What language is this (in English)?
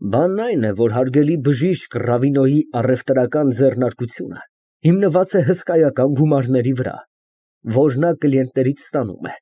Armenian